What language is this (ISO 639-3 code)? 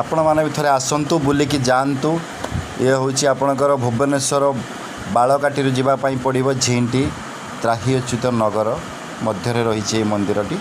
ori